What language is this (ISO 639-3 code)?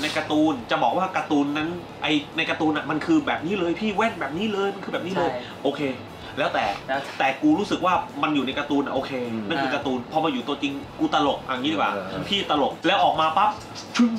tha